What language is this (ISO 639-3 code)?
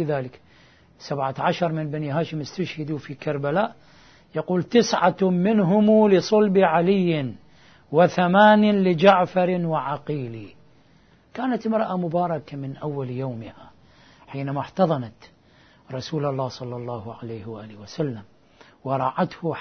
ara